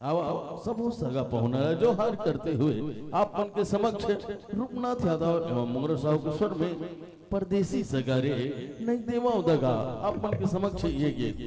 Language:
Chhattisgarhi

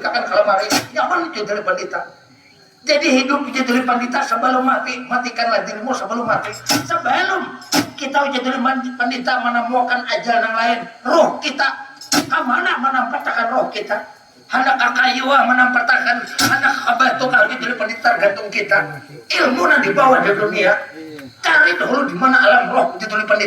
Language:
Banjar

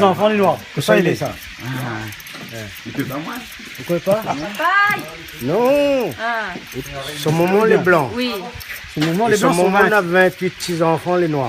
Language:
Réunion Creole French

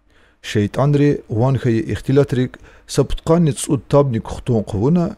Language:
Lezghian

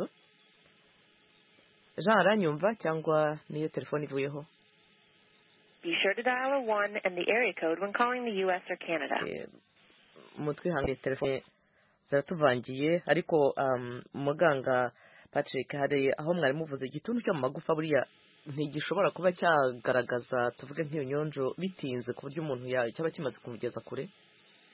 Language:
Kinyarwanda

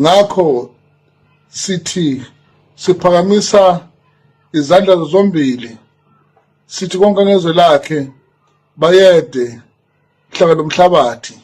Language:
Zulu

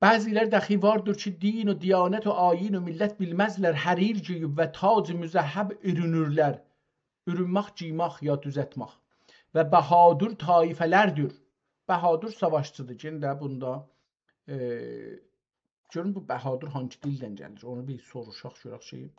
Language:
South Azerbaijani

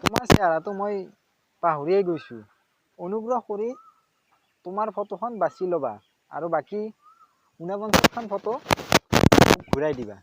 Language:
Assamese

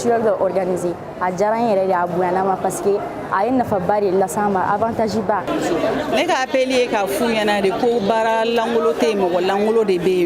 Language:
Bambara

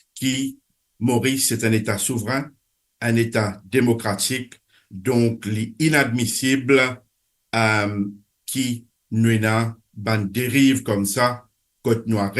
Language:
Morisyen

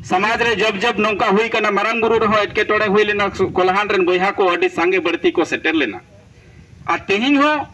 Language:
Santali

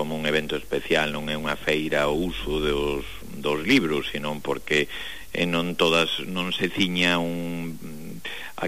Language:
Galician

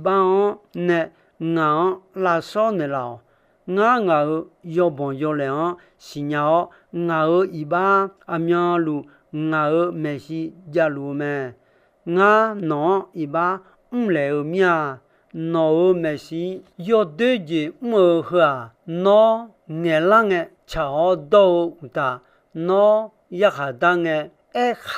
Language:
Akha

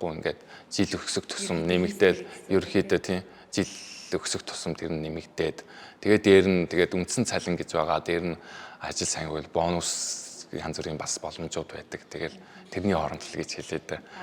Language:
Mongolian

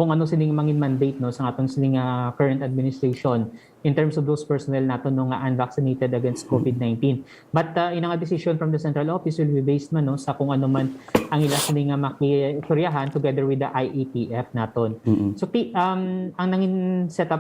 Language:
Hiligaynon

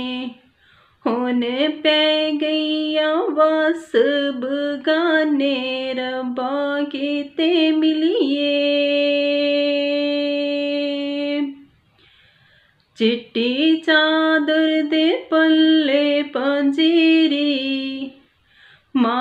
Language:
Punjabi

